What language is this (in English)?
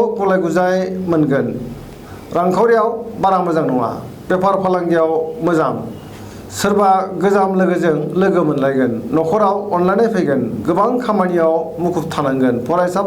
Bodo